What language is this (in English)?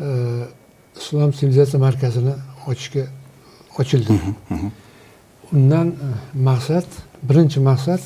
Uzbek